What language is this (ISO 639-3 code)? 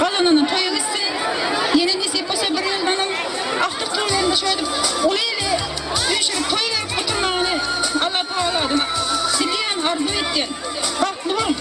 tuk